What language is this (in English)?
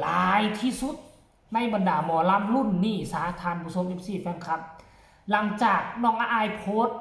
Northeastern Thai